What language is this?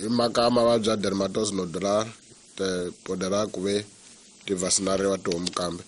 Tsonga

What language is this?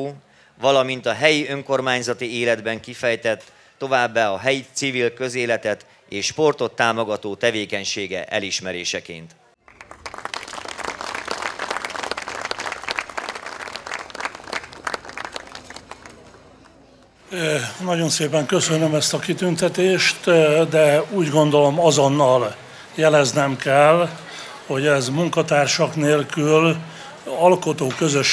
Hungarian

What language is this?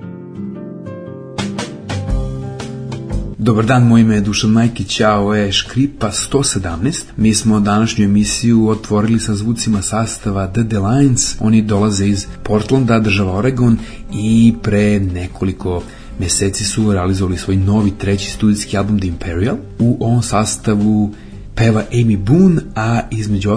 Serbian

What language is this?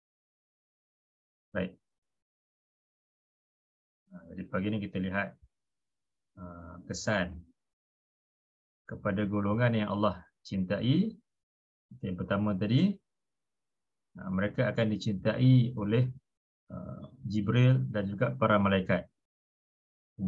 Malay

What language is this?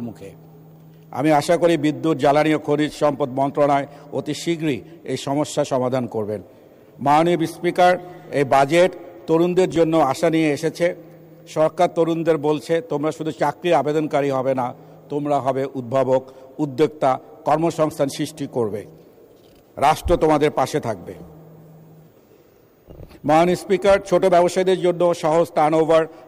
Bangla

